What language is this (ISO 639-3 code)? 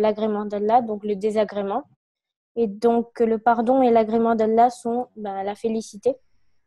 fra